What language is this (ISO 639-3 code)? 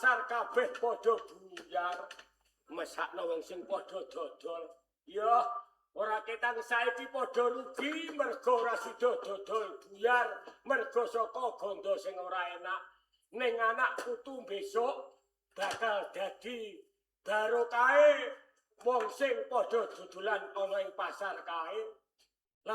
jav